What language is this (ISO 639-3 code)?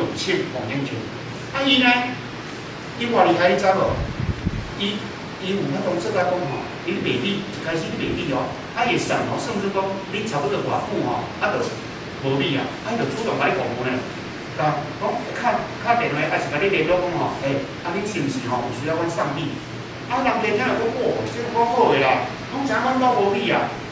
nan